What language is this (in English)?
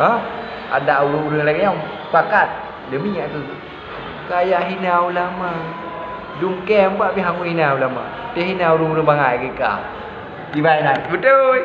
Achinese